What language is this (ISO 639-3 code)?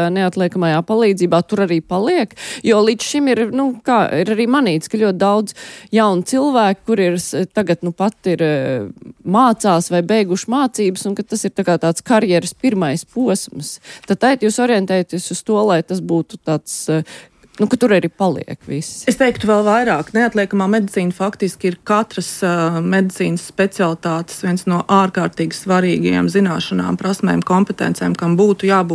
lav